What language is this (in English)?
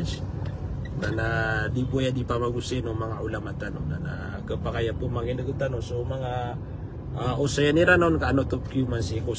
Maranao